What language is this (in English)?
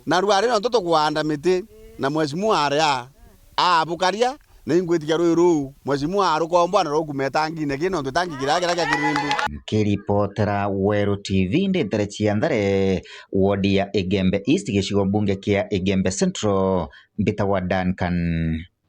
Meru